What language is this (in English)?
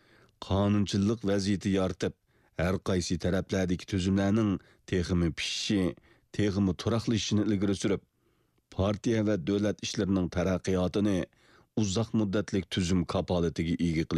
Uyghur